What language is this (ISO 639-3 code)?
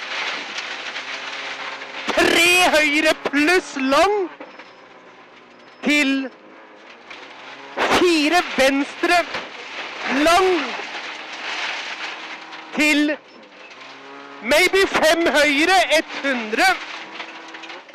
nor